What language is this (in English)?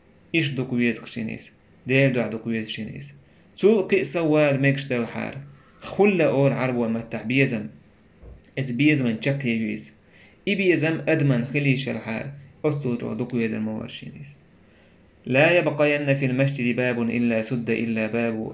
Chechen